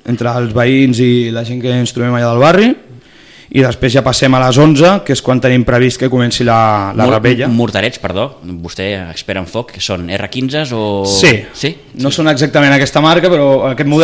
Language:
Catalan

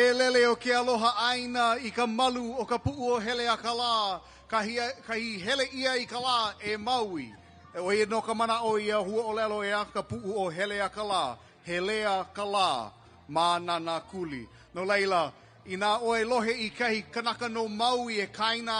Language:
Hawaiian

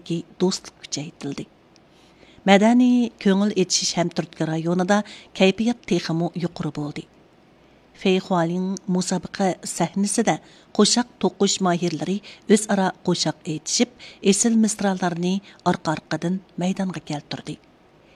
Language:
Uyghur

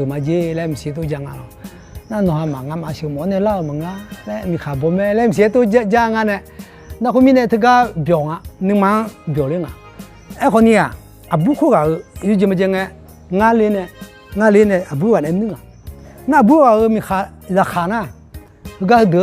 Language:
Akha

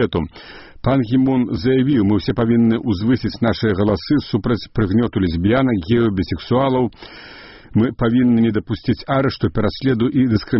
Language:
Belarusian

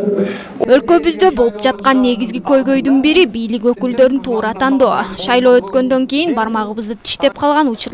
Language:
Kyrgyz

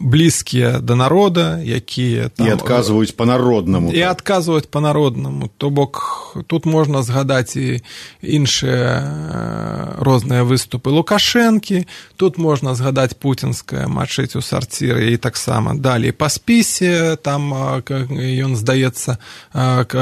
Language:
Belarusian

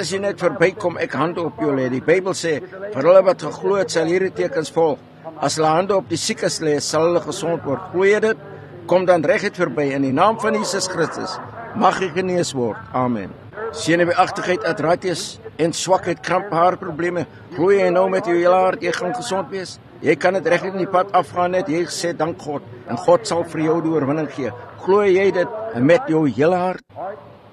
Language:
Afrikaans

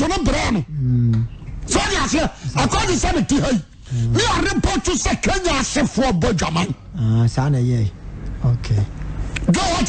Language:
Akan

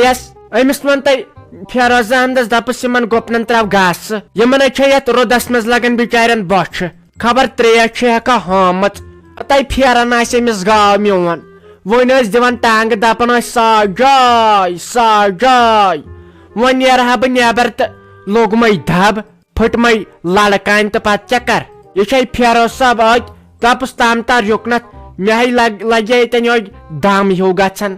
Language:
Kashmiri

